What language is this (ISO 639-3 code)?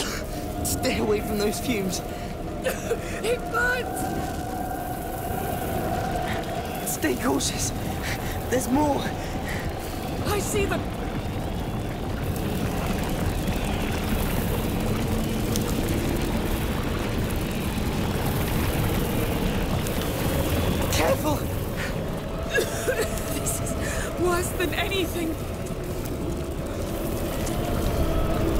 eng